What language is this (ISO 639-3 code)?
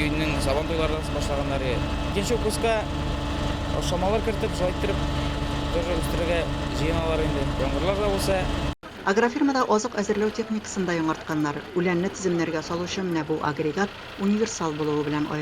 tat